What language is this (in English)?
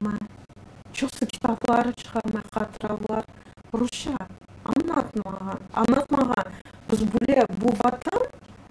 Crimean Tatar